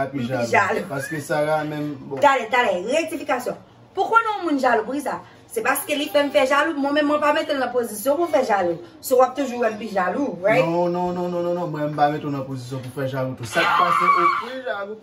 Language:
Haitian Creole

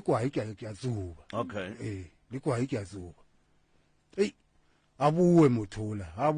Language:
Northern Sotho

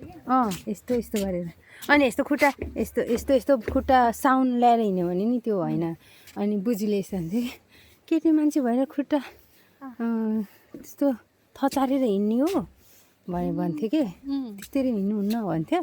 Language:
Nepali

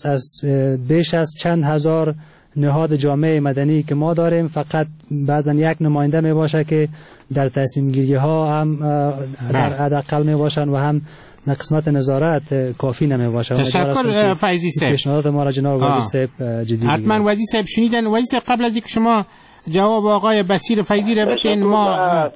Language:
Persian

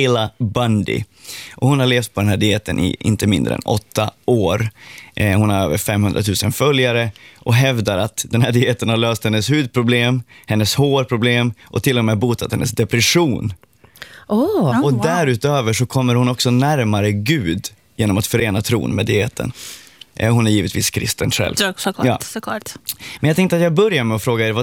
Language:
Swedish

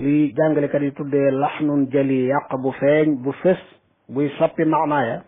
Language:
Wolof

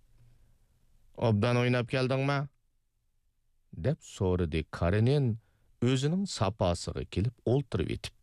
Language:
Uyghur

